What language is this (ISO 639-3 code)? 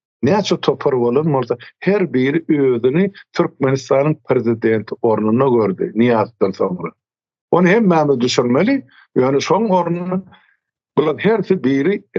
tuk